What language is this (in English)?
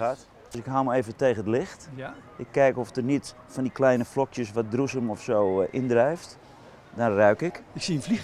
Dutch